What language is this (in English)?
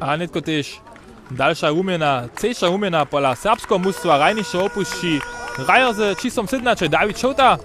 Upper Sorbian